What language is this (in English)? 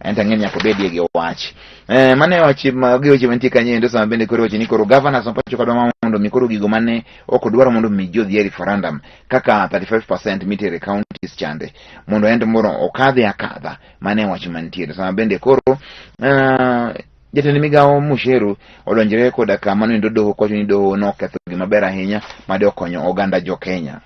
Luo (Kenya and Tanzania)